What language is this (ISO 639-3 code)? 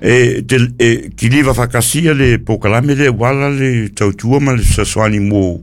smo